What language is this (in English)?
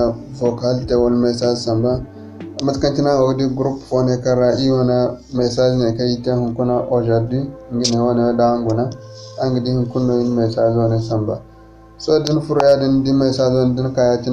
Zarma